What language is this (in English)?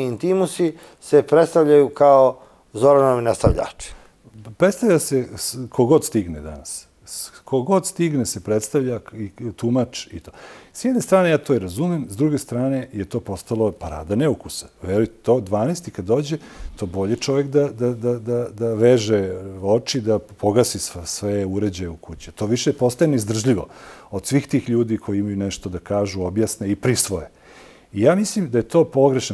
Serbian